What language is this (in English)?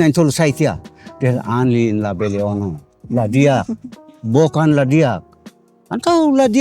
Tetum